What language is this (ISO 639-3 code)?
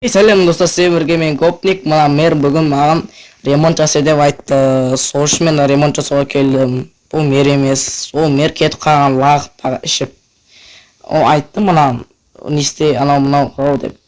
kaz